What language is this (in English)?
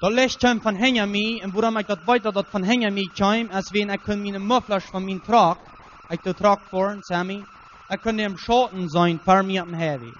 Plautdietsch